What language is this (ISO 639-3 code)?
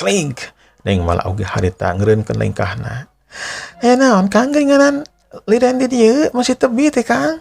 sun